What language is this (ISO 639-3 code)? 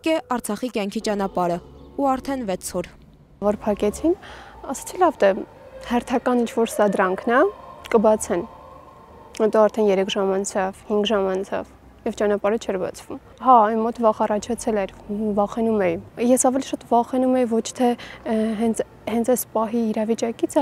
hye